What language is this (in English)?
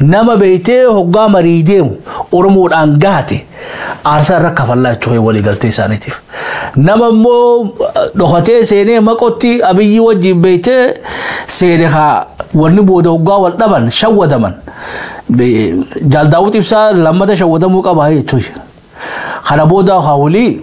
Oromo